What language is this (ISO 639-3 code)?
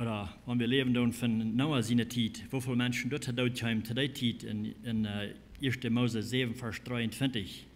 pdt